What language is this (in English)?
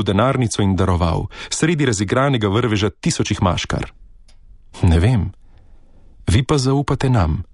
Slovenian